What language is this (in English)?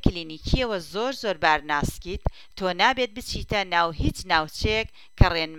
Central Kurdish